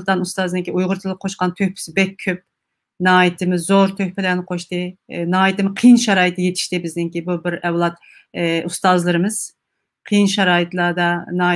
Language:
Uyghur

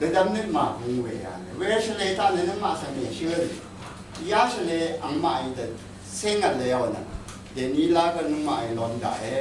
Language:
Rawang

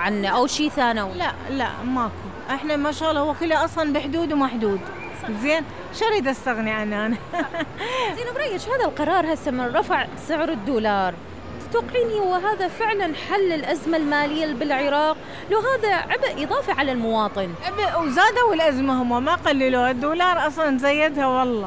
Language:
Mesopotamian Arabic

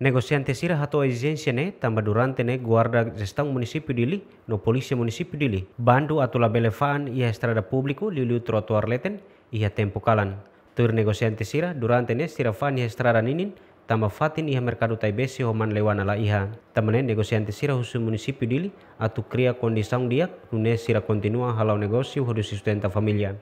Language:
Tetum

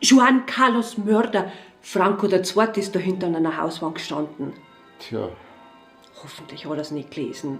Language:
Bavarian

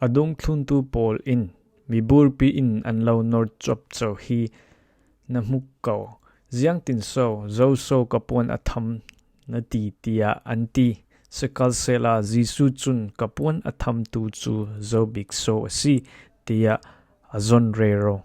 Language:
Falam Chin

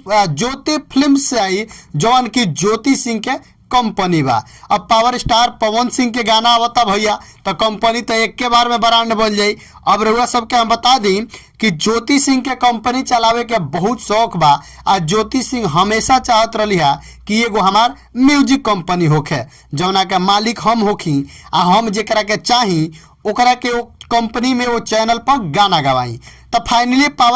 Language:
Bhojpuri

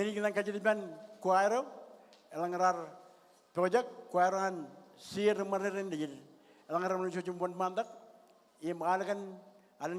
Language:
Marshallese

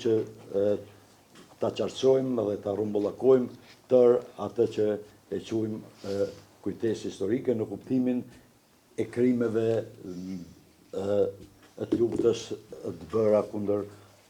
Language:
Albanian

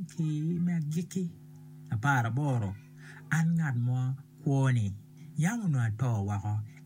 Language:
Acoli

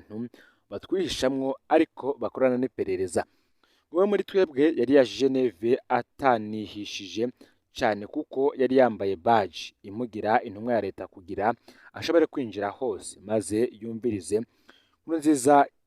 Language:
Rundi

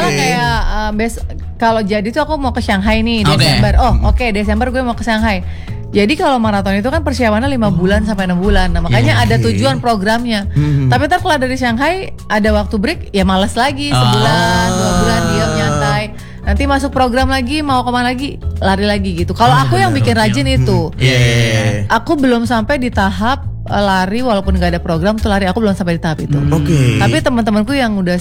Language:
Indonesian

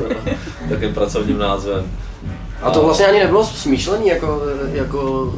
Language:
Czech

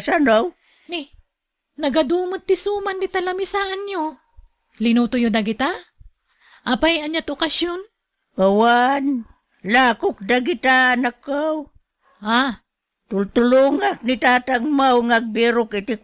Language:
Iloko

